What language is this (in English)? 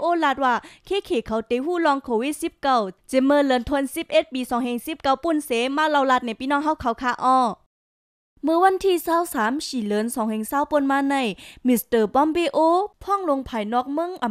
Shan